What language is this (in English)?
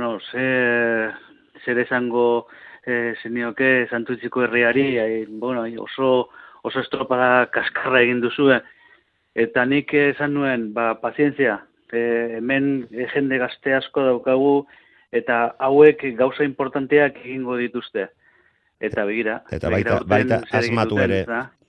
Basque